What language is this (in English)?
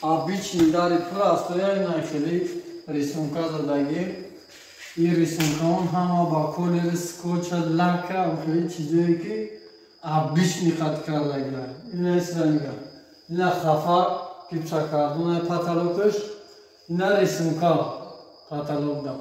Tajik